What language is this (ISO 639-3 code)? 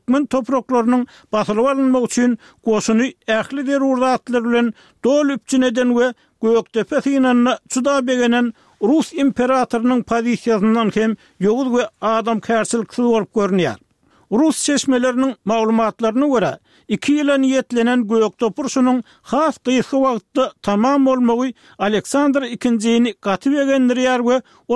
tuk